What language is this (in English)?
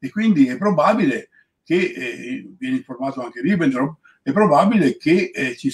Italian